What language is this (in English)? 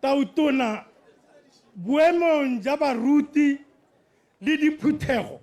Tswana